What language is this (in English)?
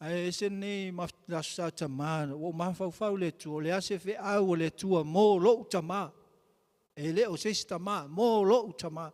Samoan